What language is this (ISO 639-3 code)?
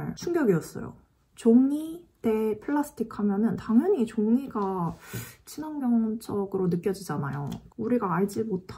kor